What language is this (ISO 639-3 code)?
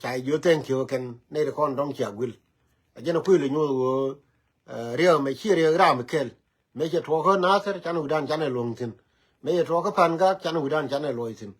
nus